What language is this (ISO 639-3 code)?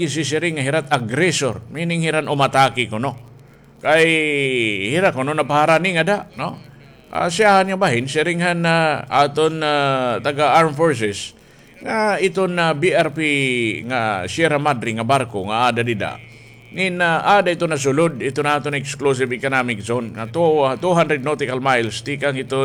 war